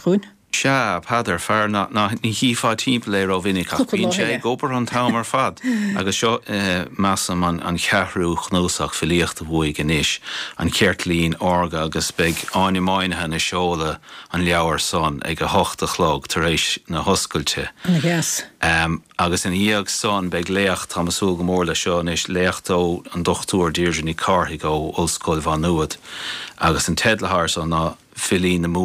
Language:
Irish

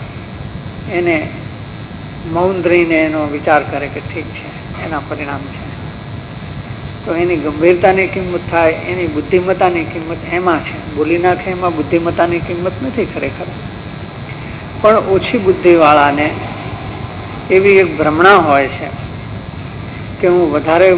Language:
Gujarati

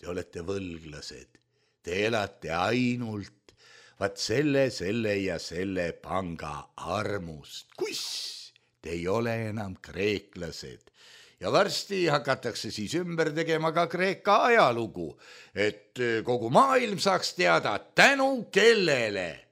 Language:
Estonian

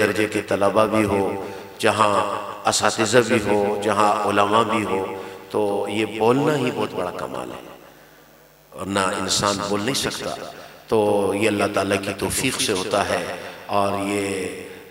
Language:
Urdu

